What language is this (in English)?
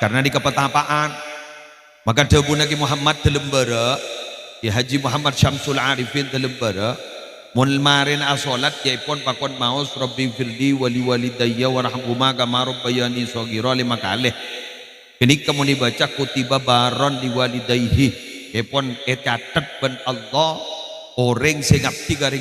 Madurese